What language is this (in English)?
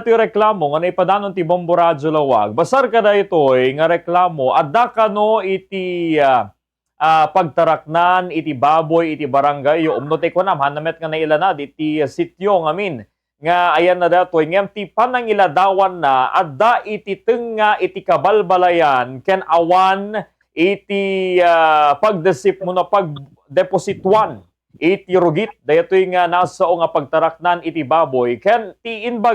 Iloko